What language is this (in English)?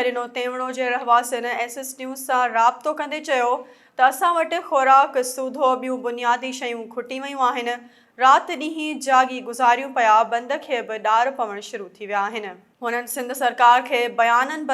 Sindhi